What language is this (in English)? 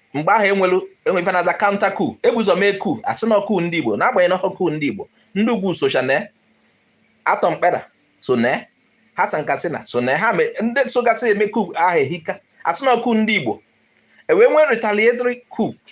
Igbo